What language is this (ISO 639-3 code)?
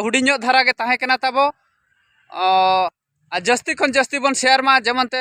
sat